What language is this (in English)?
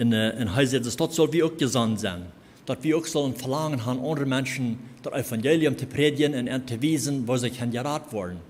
Plautdietsch